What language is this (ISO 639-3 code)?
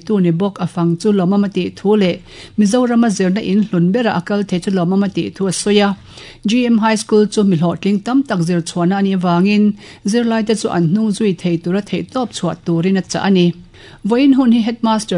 lus